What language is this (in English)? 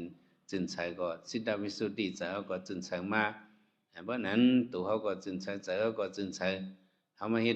Shan